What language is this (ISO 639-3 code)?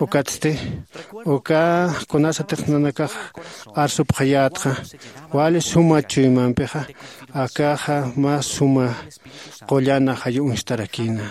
aym